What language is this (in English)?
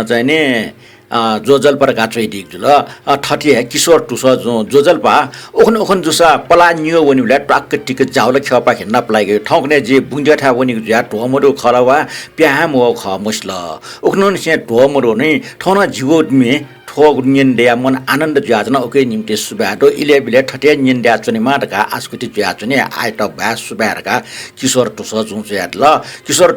Newari